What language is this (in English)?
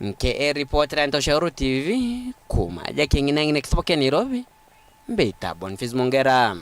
Meru